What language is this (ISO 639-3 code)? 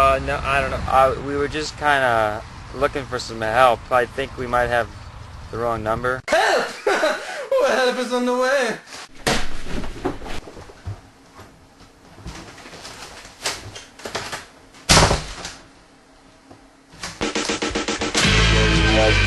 eng